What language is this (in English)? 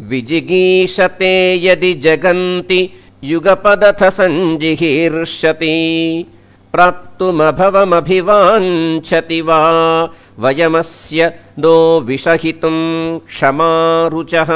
Sanskrit